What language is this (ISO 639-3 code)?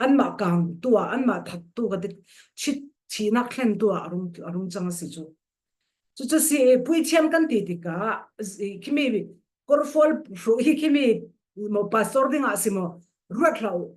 cfm